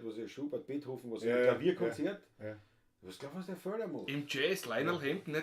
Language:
Bavarian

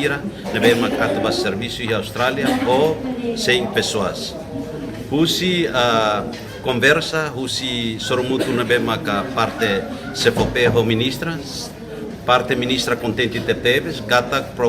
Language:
Tetum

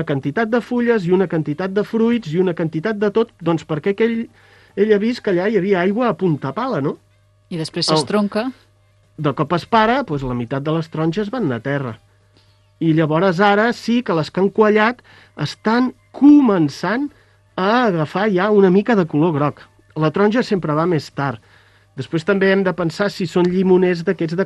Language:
Catalan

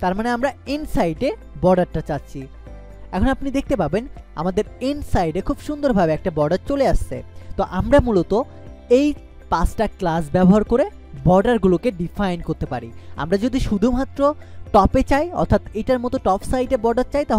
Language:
Bangla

